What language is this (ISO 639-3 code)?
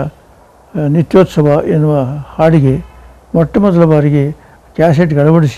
kan